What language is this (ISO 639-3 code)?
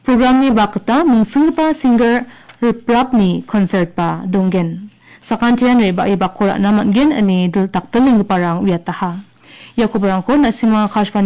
grt